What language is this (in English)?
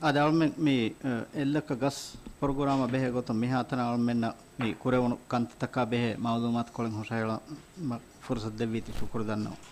Divehi